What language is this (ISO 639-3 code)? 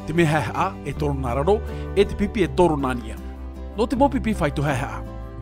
tah